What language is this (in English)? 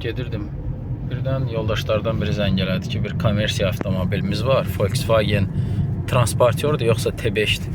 Azerbaijani